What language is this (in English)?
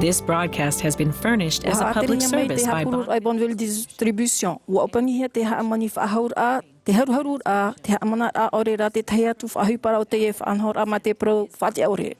Tahitian